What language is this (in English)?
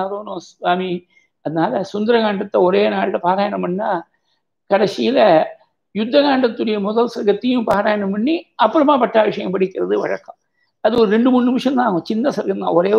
Tamil